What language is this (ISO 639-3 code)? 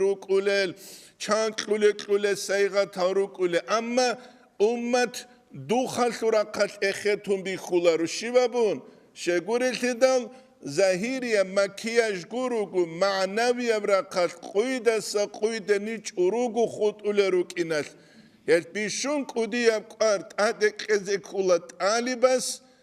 ava